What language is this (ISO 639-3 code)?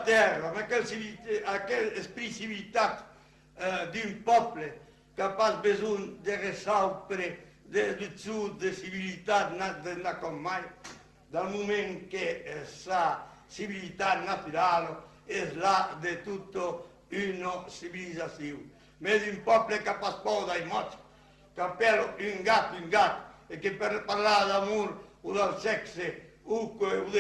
oci